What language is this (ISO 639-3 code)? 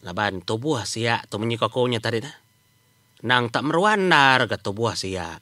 iba